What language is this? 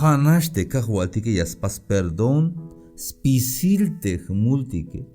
Tzeltal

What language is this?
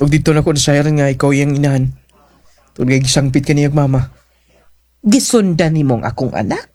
Cebuano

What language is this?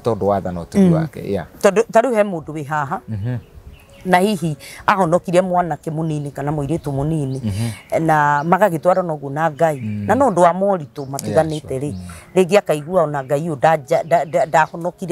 Kikuyu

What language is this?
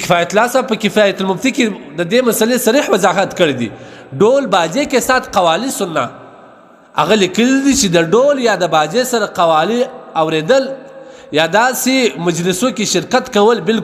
Pashto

